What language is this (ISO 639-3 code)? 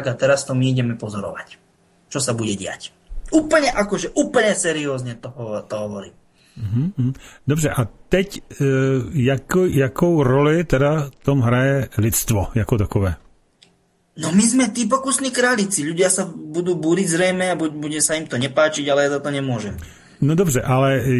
slk